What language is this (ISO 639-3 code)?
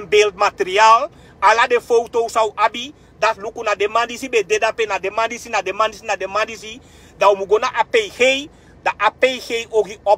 srn